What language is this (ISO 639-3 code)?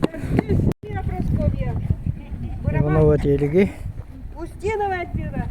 sah